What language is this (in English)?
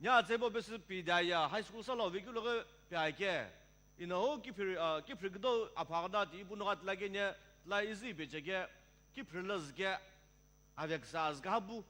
Sumi Naga